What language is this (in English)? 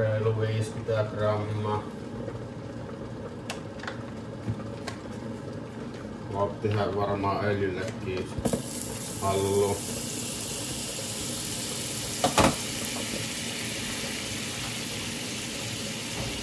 Finnish